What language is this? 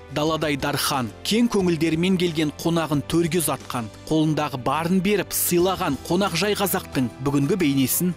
Kazakh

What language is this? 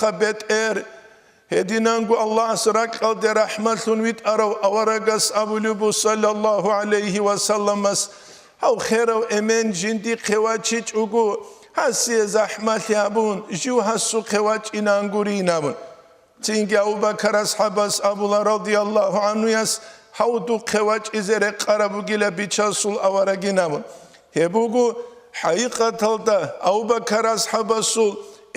Avaric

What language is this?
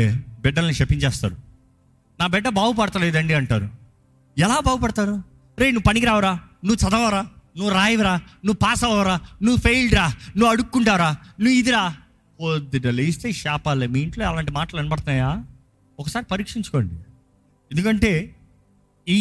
Telugu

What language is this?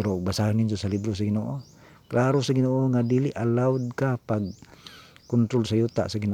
Cebuano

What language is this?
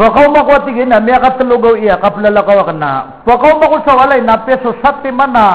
Maranao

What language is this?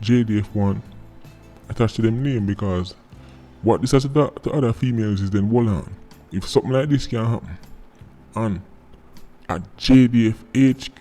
Jamaican Creole English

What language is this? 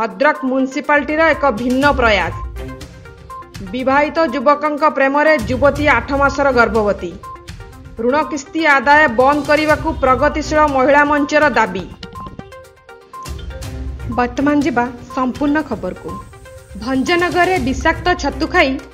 Odia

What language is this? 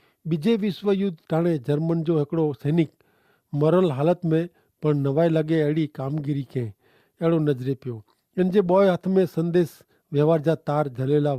Kachhi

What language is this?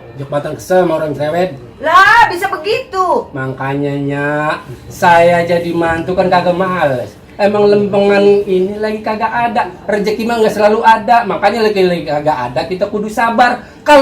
Betawi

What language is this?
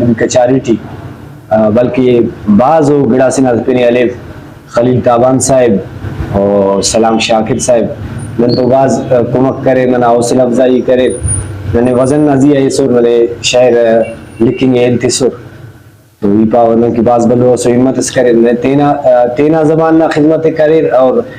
Brahui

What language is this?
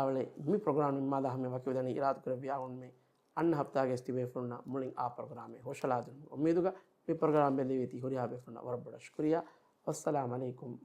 Divehi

